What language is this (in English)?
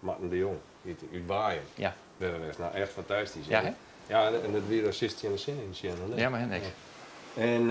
Western Frisian